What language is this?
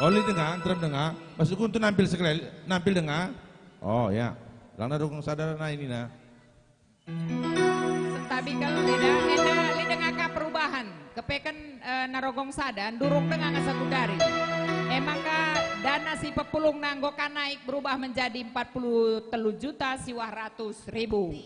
Batak Karo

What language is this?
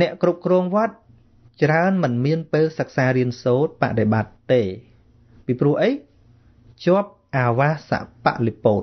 Khmer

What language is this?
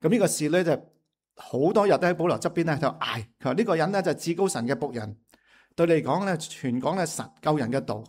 Cantonese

